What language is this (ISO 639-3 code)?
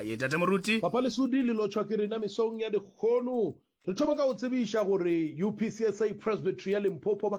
nso